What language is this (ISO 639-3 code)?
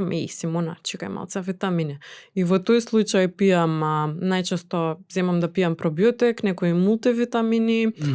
mkd